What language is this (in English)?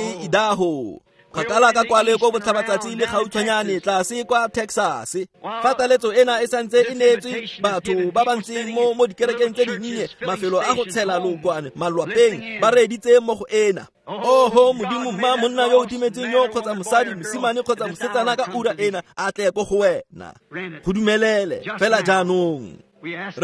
Tswana